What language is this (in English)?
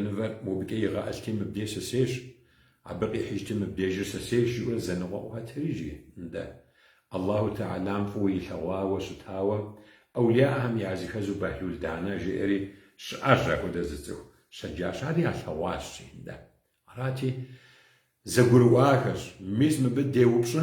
Kabardian